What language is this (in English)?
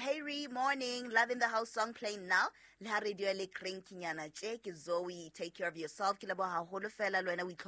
Southern Sotho